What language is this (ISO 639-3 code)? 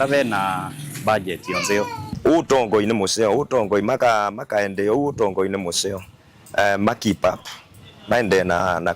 kam